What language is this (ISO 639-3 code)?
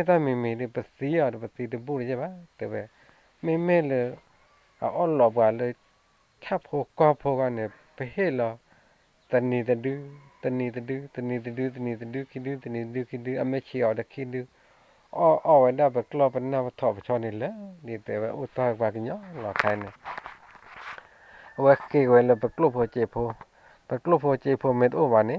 ksw